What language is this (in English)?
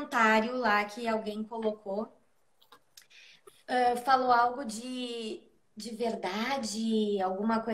Portuguese